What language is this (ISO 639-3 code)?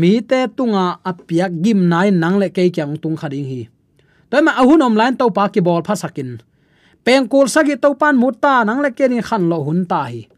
ctd